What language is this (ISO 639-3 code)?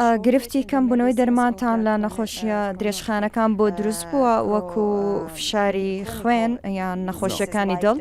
ckb